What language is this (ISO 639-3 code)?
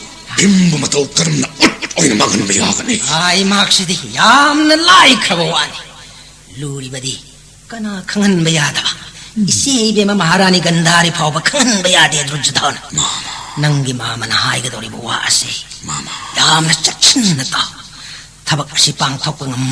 mni